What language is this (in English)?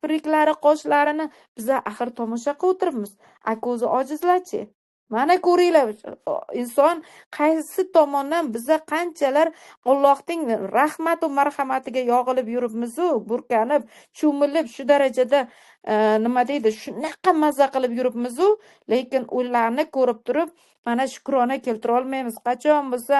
Uzbek